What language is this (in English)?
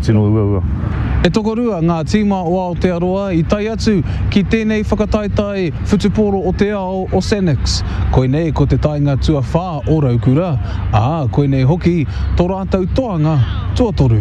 Māori